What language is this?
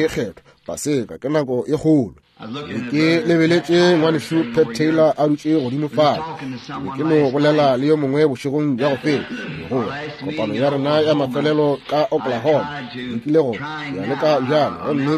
Northern Sotho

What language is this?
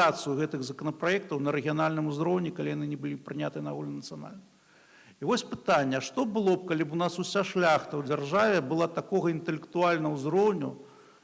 Belarusian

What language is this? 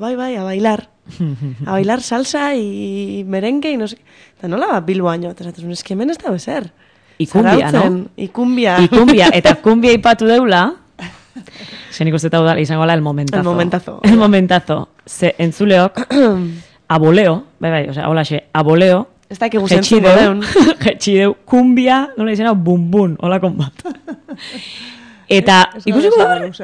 Basque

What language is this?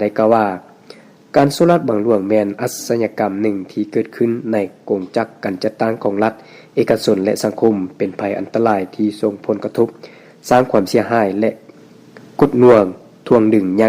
Lao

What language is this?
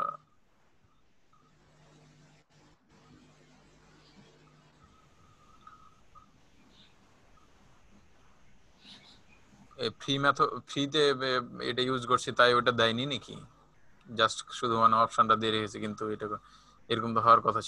Bangla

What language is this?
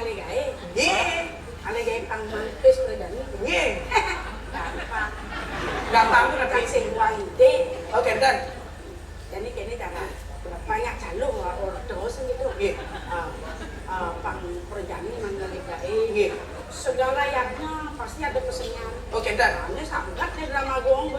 Balinese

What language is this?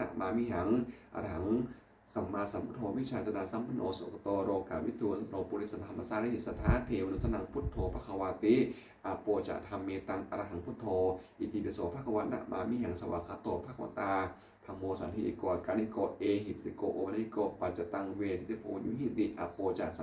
Pali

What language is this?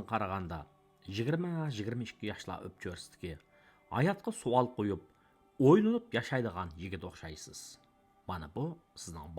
Uyghur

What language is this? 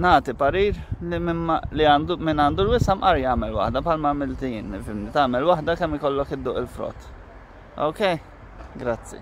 Maltese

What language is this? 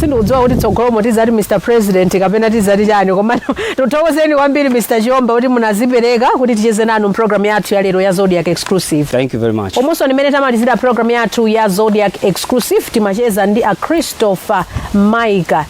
Nyanja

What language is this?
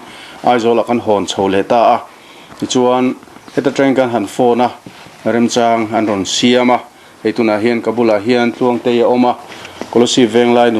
Mizo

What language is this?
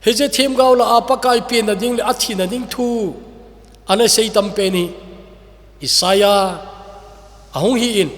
Thado Chin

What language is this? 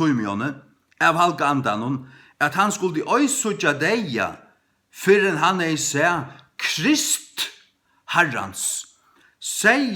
Faroese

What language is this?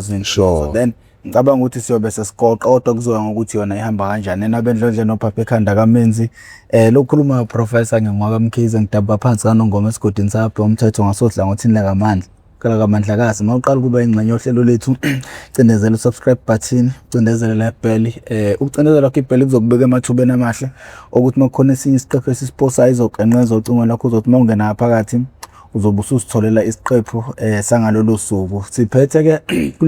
Zulu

